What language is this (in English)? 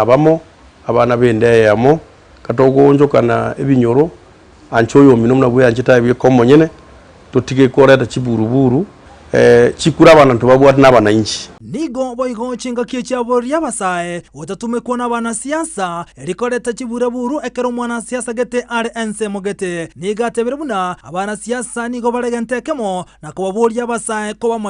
Gusii